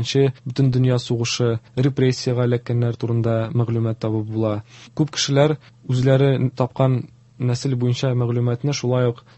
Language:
Tatar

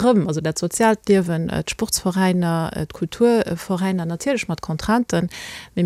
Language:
Luxembourgish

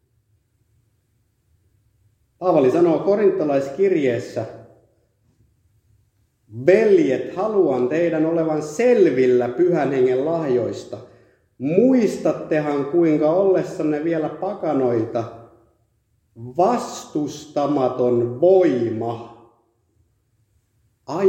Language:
Finnish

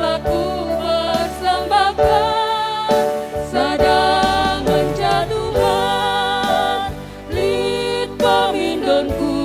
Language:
Batak Karo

